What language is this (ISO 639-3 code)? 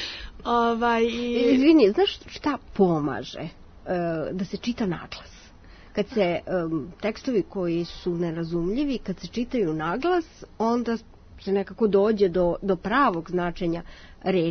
srp